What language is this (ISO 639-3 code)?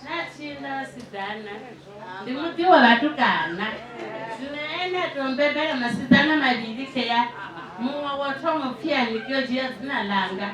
ven